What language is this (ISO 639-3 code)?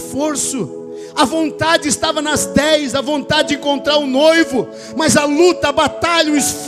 por